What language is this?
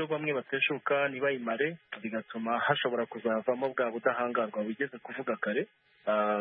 Kinyarwanda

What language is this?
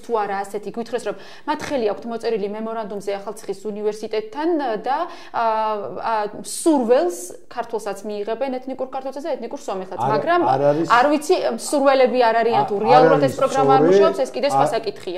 Georgian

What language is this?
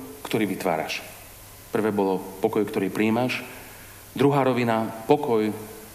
Slovak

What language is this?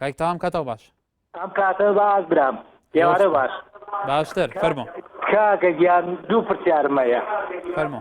Central Kurdish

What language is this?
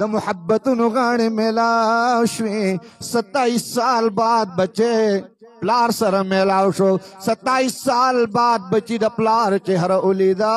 Pashto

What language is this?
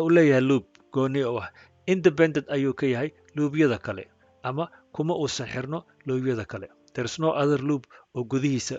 Somali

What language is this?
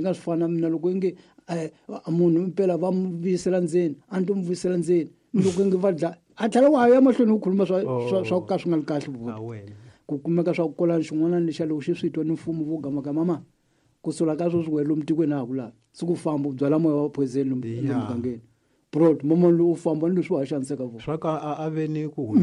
Tsonga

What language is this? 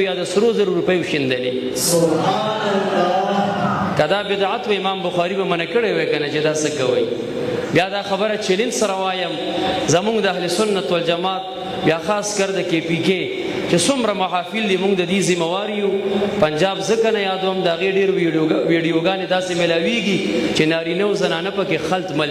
Pashto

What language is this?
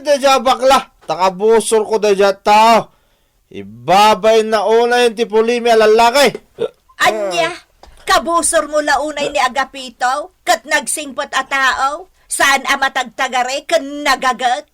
Iloko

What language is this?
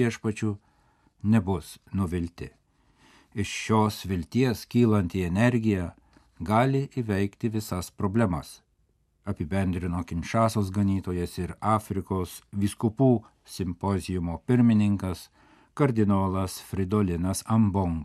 Lithuanian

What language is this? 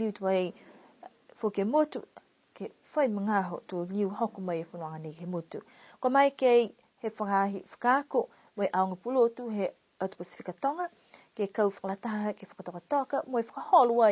Niuean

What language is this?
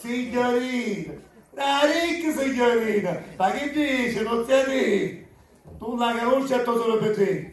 Sicilian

